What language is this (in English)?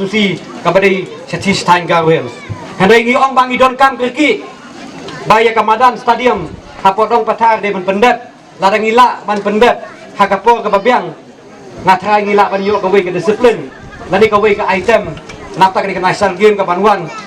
Khasi